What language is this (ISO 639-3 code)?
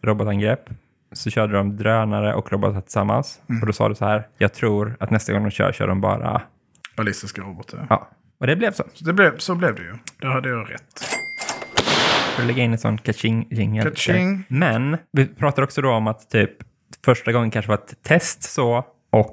swe